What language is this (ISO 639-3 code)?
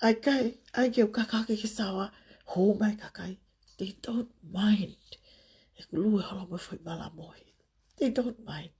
ton